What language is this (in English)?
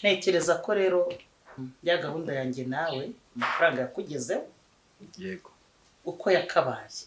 Kinyarwanda